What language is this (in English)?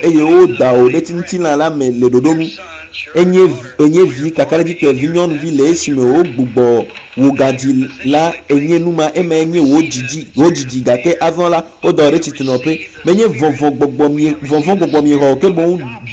Ewe